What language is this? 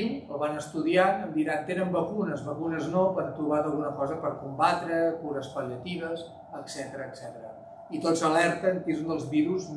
Catalan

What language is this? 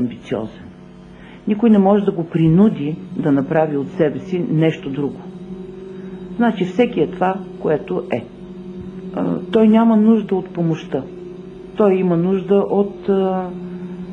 Bulgarian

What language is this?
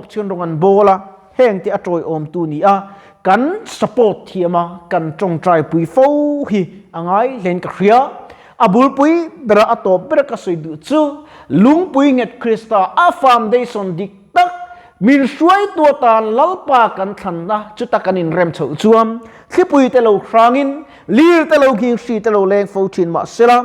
Mizo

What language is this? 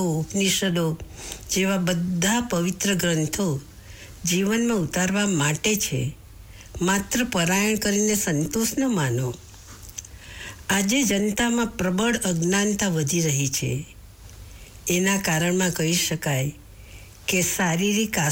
Gujarati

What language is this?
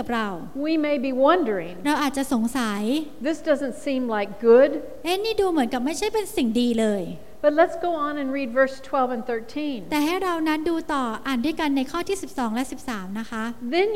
Thai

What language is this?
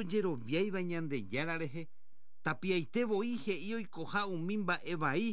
Guarani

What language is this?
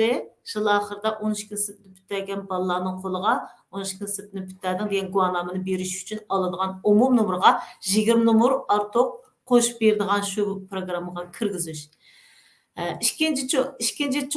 Uyghur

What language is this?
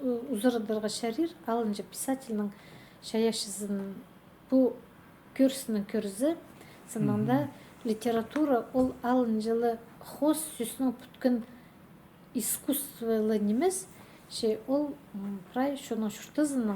Khakas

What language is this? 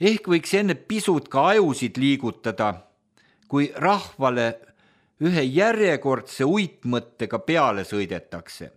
Estonian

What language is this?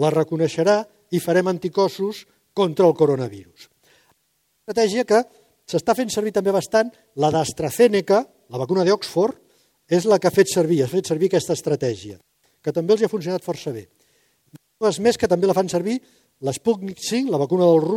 Catalan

